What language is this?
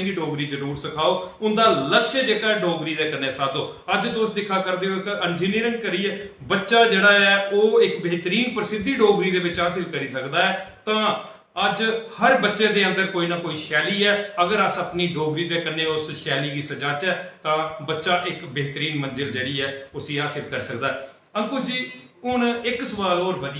Dogri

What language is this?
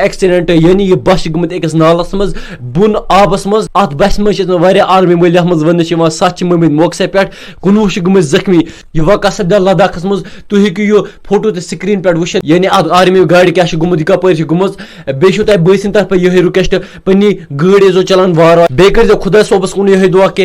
Kashmiri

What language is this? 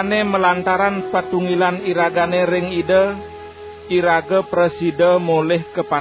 Balinese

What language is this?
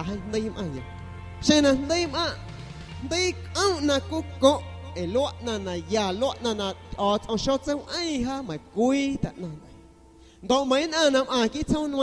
San Pedro Amuzgos Amuzgo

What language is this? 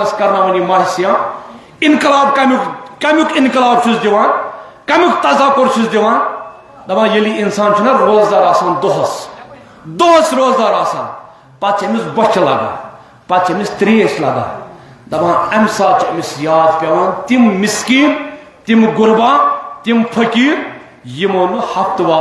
Kashmiri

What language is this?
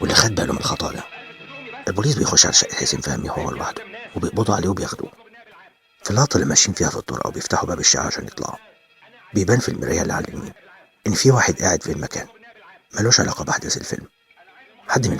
Egyptian Arabic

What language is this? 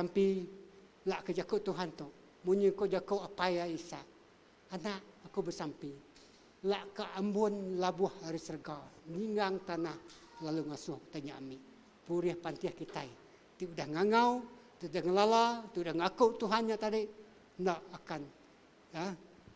Iban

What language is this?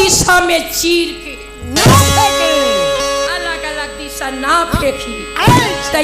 Chhattisgarhi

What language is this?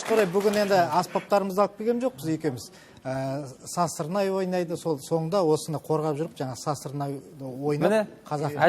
Kazakh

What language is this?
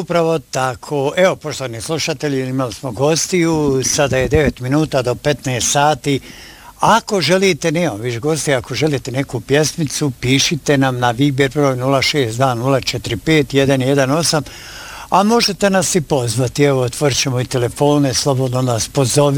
Bosnian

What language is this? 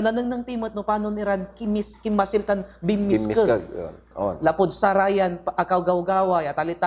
Pangasinan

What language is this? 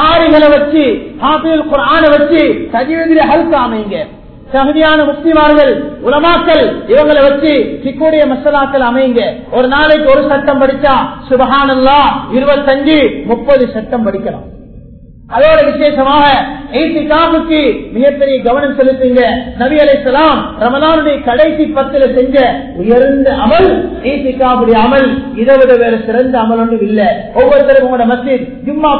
Tamil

